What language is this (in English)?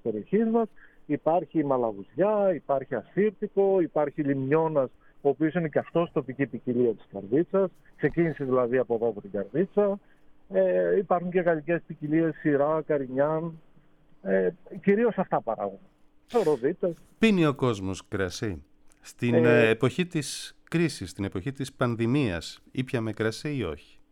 Greek